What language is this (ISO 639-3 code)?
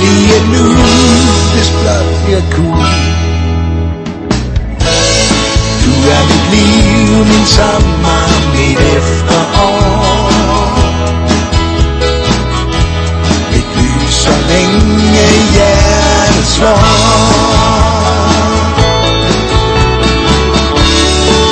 dan